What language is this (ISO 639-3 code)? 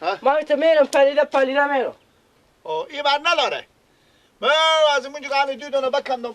fas